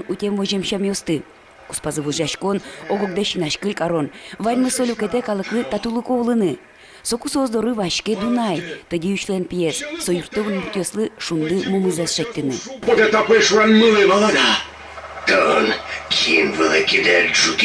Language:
Udmurt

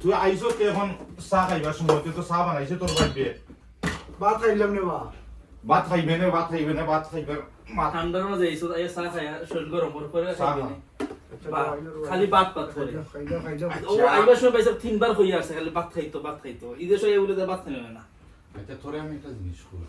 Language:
Sylheti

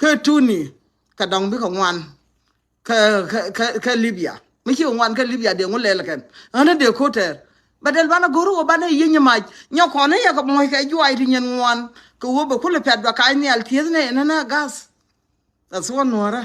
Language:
Nuer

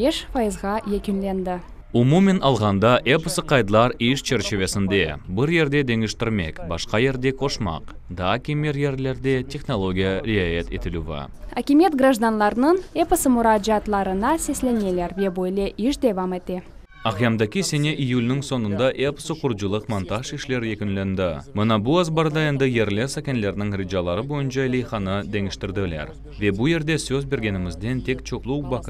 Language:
Crimean Tatar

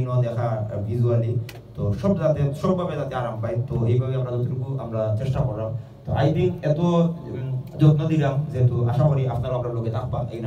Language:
Sylheti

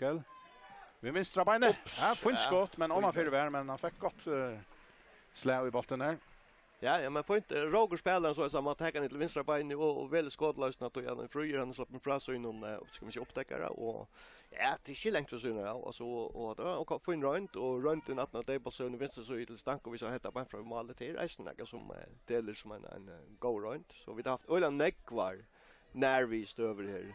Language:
Faroese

